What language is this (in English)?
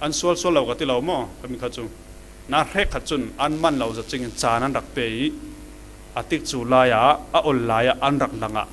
Falam Chin